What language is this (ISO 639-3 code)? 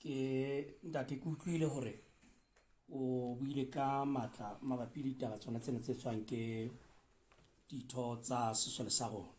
sot